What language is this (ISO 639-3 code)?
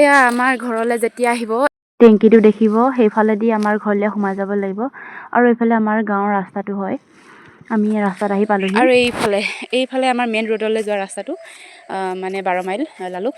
asm